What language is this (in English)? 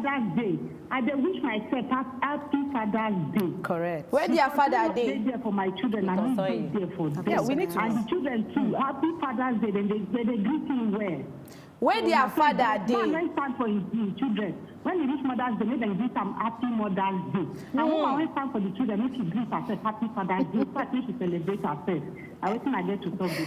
Nigerian Pidgin